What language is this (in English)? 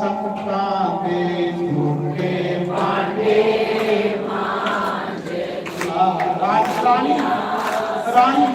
Dogri